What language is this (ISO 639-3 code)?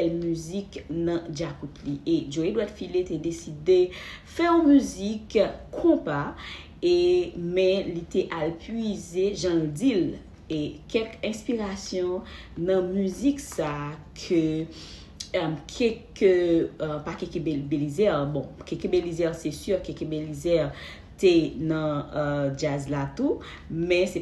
hat